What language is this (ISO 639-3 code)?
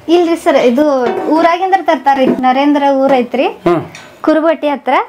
kan